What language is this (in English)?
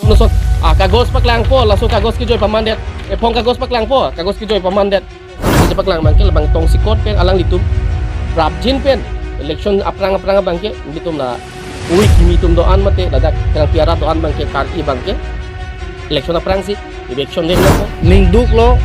Karbi